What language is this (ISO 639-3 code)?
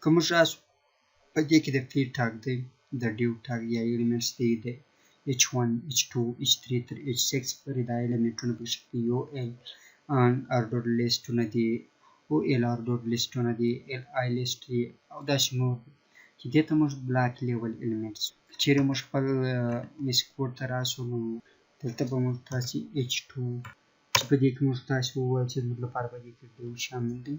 pus